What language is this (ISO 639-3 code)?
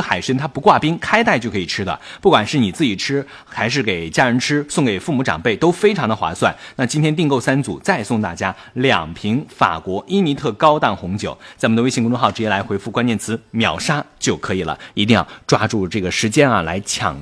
zho